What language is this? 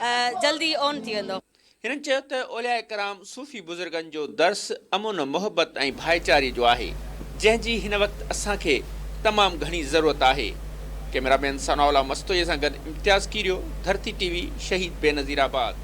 Sindhi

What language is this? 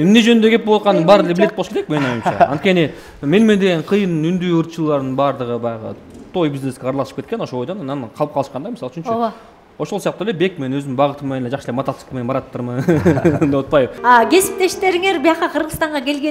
Kyrgyz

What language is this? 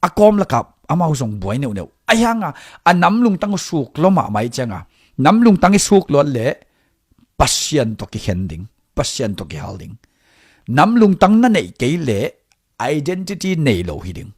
Tedim Chin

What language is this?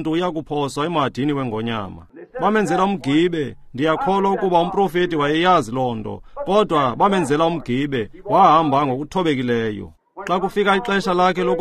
Xhosa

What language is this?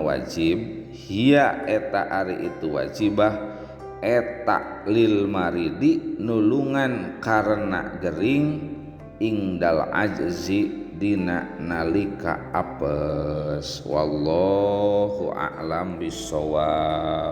Sundanese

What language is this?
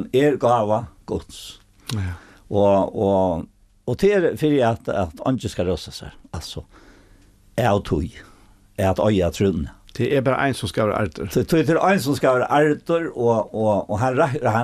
Faroese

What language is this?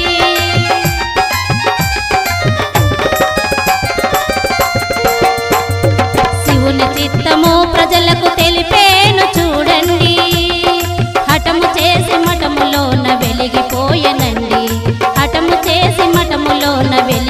Telugu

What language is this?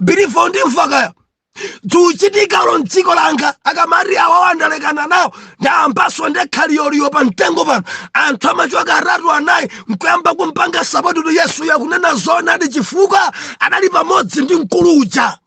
Nyanja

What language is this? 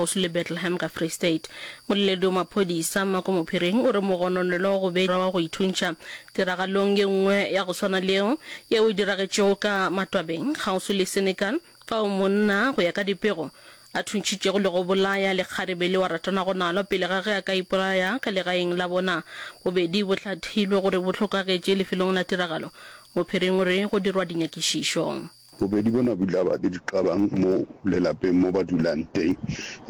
Northern Sotho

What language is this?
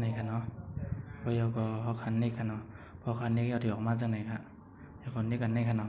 Shan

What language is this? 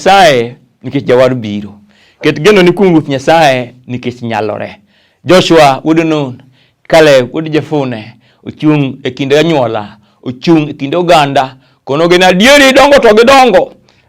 Luo (Kenya and Tanzania)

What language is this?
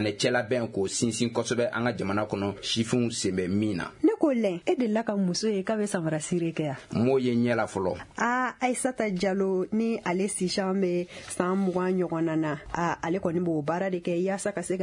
Bambara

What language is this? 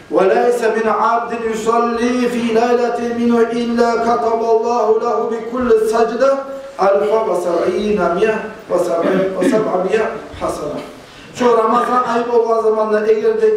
Kumyk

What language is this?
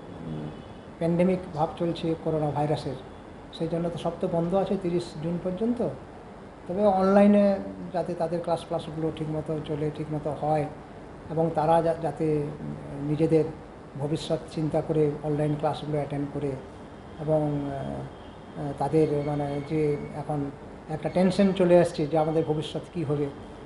Bangla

